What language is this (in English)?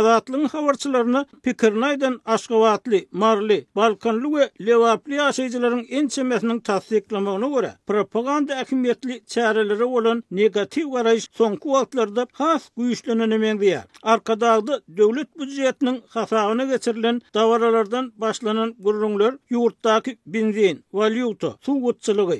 Turkmen